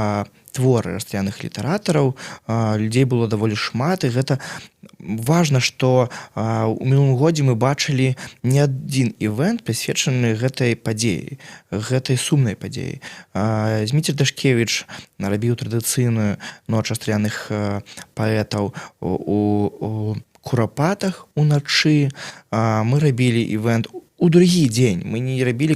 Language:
Belarusian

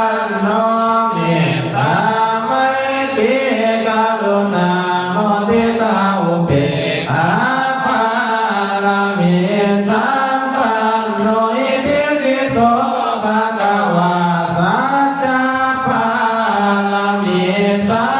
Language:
Pali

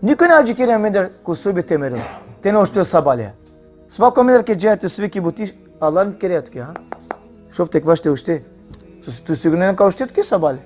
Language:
Balkan Romani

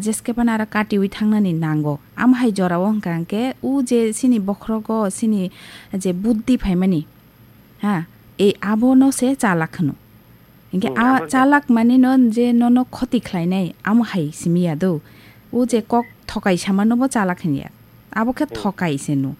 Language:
Kok Borok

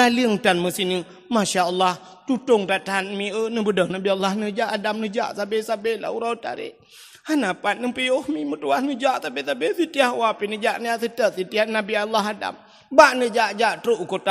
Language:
Achinese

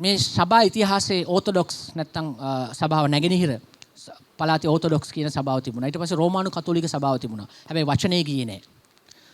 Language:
Sinhala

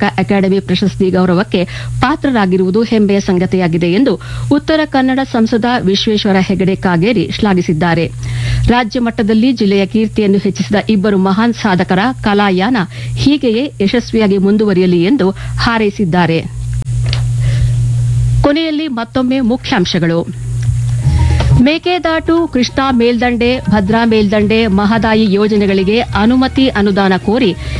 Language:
Kannada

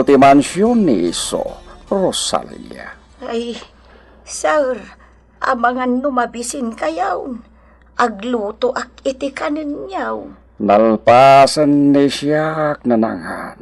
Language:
Iloko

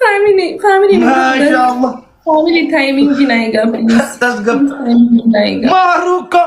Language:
Oromo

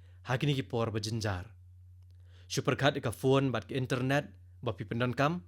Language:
Khasi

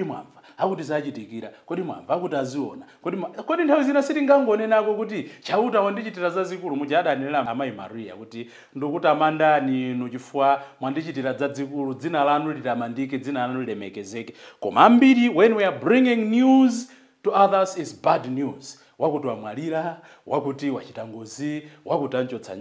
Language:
Nyanja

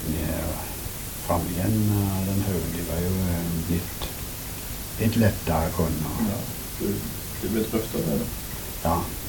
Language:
Norwegian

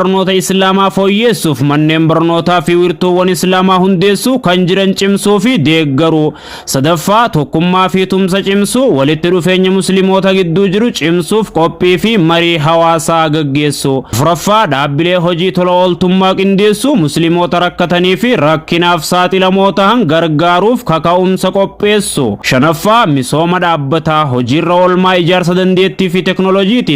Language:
Oromo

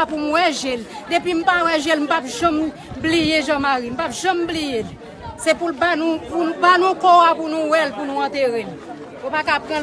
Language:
Haitian Creole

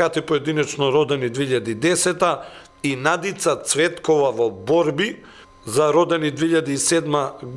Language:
Macedonian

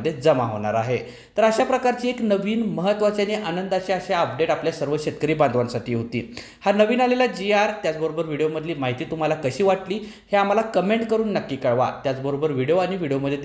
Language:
Marathi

